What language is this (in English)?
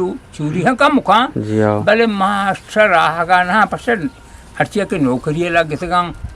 Eastern Balochi